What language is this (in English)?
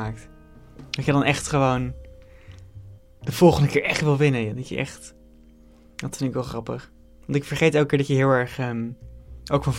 Dutch